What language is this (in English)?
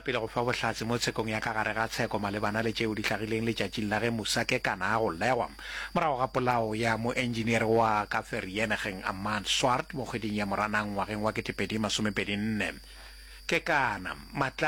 Northern Sotho